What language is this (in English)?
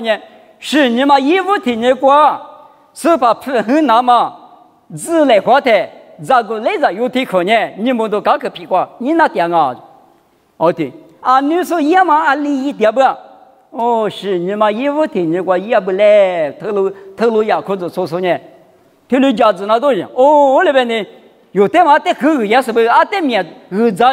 Lisu